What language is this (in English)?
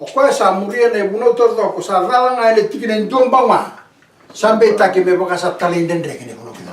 Fijian